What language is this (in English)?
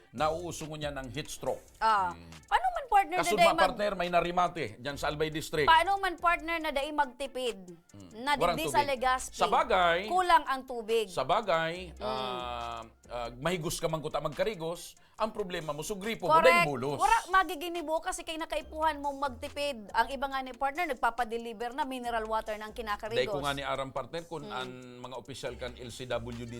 Bikol